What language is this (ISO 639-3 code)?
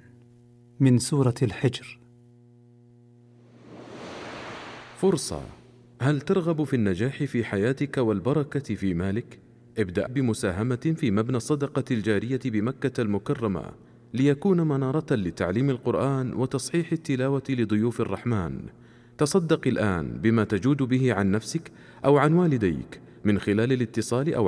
ara